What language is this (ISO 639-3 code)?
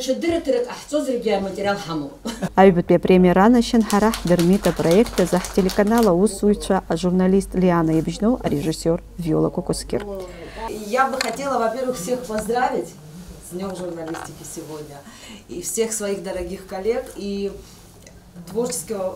abk